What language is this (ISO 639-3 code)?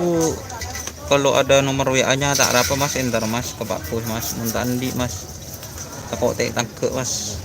mad